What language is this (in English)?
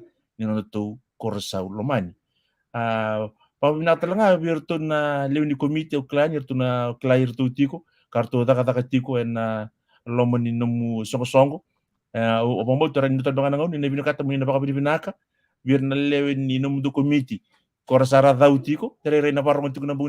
Fijian